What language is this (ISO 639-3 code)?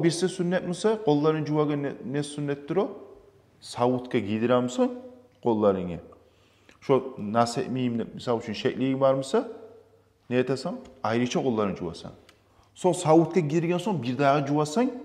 kum